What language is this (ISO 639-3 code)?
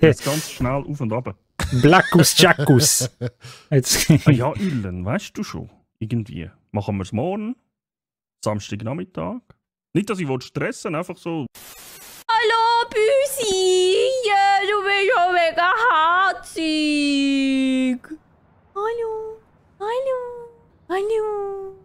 gsw